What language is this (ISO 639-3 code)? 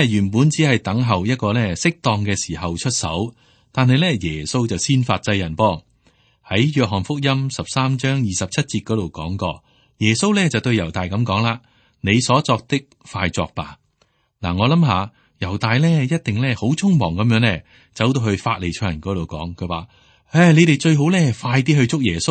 yue